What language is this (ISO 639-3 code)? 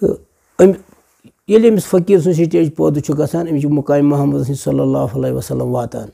kas